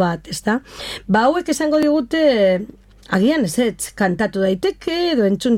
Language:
Basque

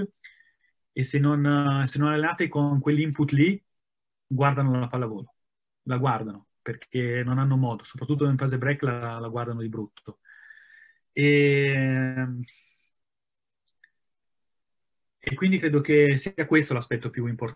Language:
Italian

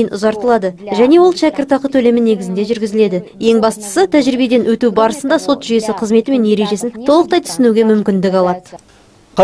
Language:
Kazakh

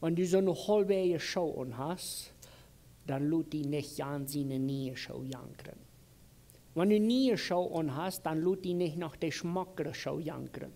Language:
Plautdietsch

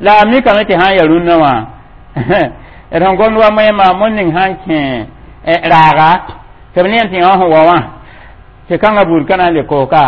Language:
Mossi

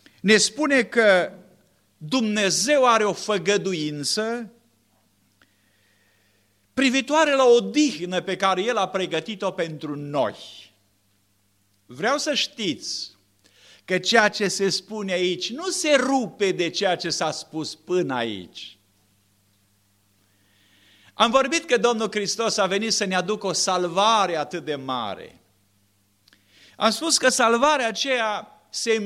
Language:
Romanian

